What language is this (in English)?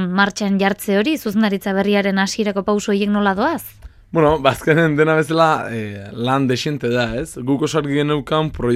Basque